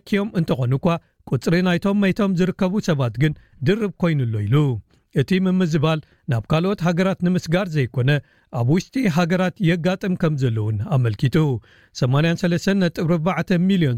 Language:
Tigrinya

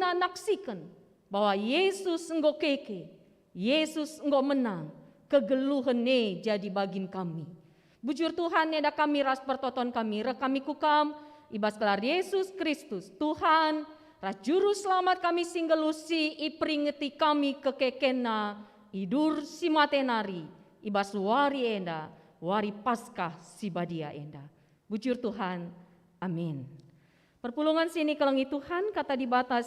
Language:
Batak Karo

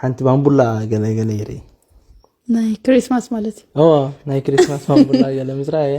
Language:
Tigrinya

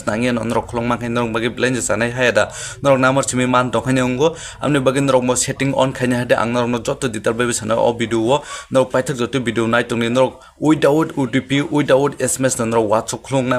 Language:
Kok Borok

